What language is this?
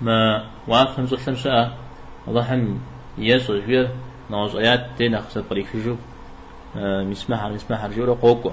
Kabardian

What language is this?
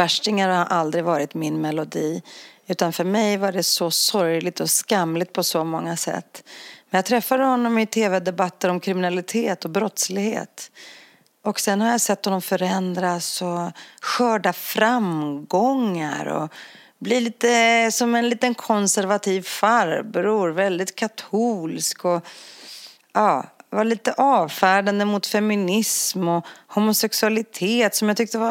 Swedish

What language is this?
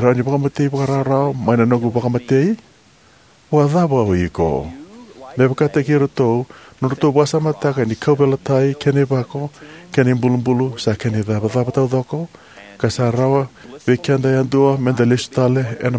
Fijian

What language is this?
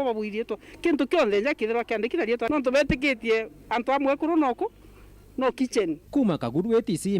Meru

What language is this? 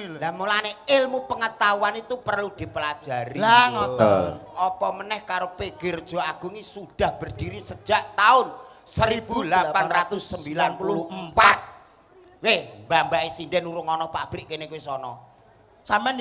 Javanese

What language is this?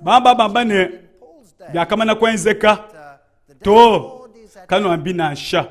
Luba-Lulua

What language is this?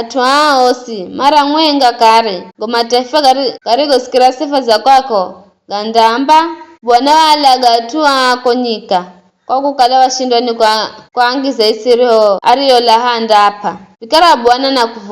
Giryama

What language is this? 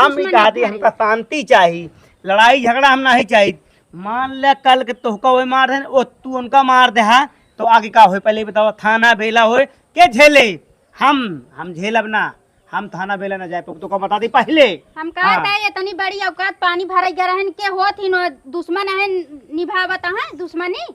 Awadhi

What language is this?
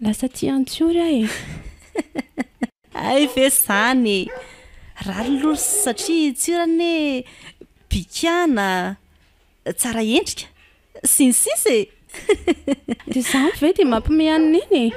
Malagasy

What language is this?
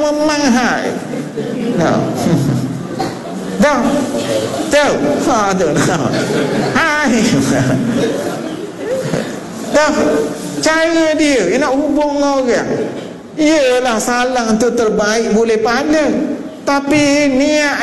Malay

